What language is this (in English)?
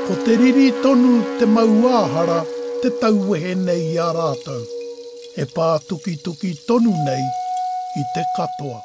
Māori